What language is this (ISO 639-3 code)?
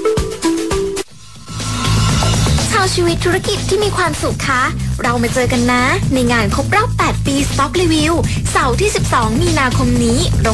tha